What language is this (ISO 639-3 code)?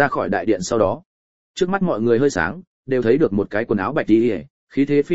vie